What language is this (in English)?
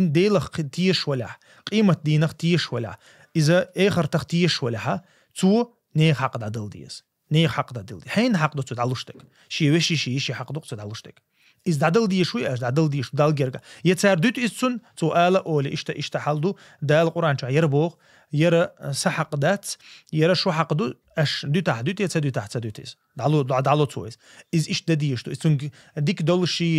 Chechen